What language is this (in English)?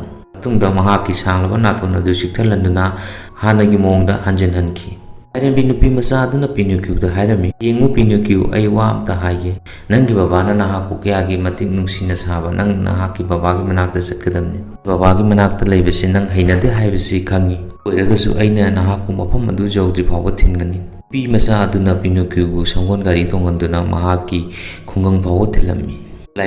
Manipuri